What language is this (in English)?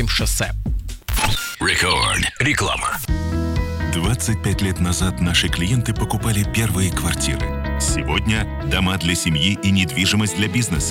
Russian